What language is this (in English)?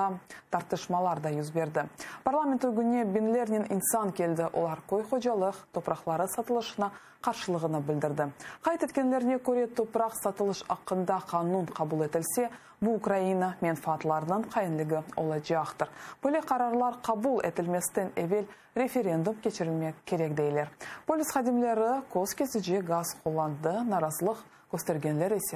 Crimean Tatar